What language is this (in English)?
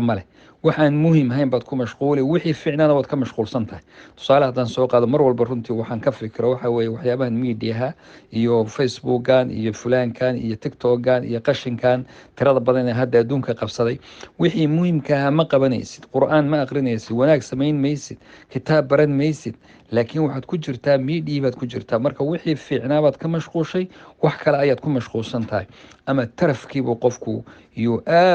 Somali